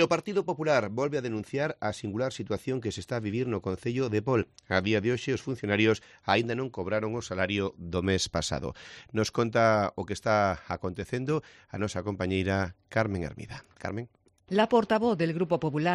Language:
Galician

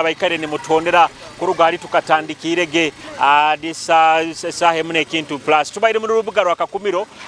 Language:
Nyoro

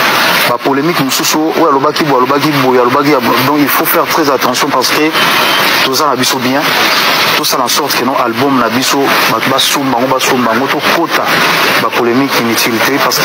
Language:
Lingala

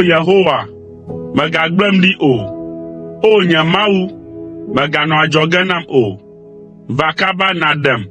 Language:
Ewe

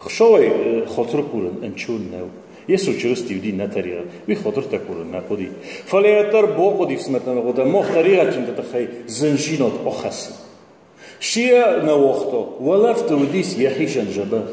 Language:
Ossetic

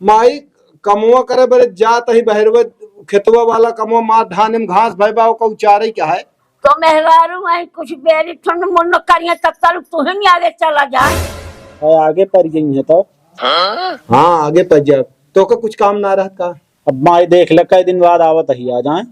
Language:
Awadhi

